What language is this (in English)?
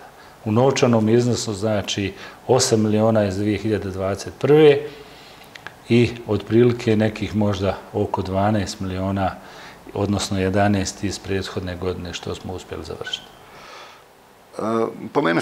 Bosnian